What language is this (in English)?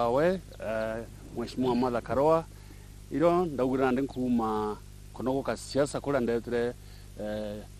Meru